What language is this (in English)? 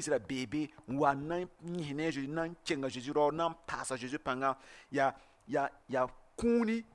Mossi